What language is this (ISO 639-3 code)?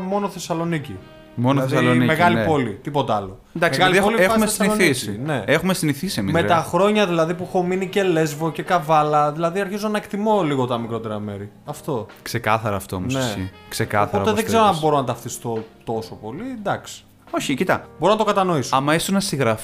ell